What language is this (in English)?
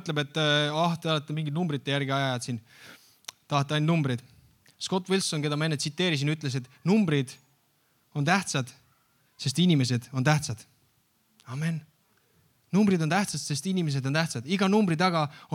Estonian